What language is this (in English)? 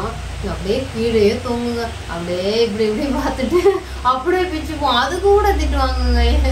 Tamil